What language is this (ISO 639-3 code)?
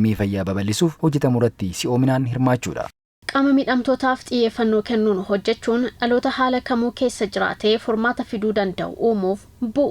orm